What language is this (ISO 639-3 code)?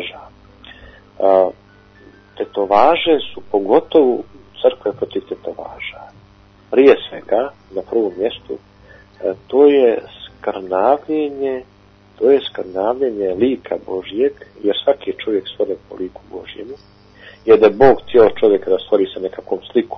bos